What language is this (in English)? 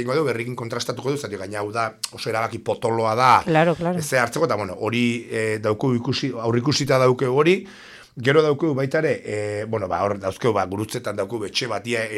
Basque